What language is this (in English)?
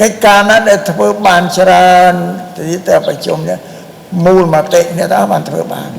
Khmer